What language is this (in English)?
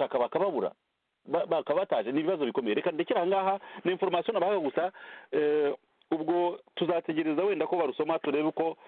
Kinyarwanda